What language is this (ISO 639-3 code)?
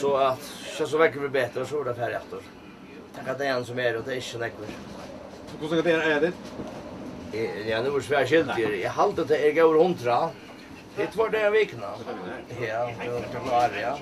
fao